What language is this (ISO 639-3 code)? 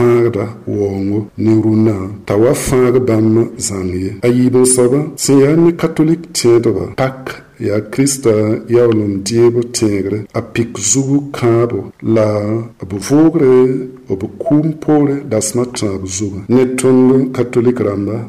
mos